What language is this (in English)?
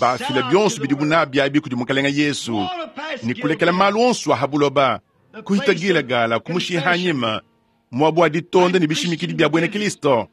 Luba-Lulua